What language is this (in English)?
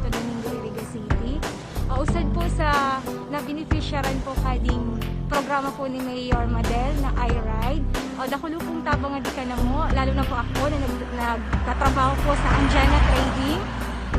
Bikol